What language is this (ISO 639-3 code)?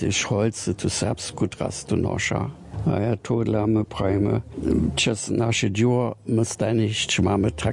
hsb